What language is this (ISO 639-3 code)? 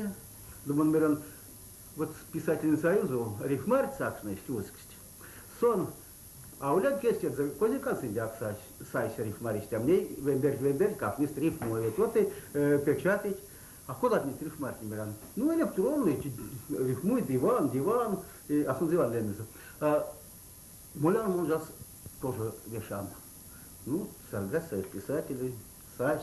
myv